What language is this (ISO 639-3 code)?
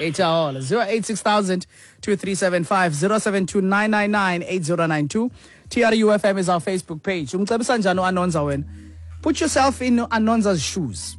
xho